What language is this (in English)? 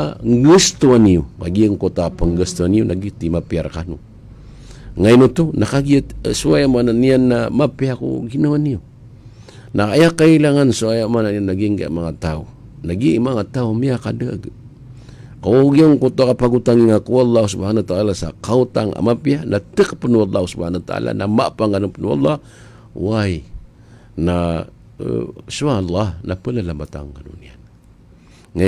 Maranao